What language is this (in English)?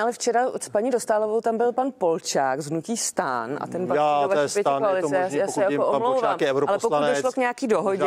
Czech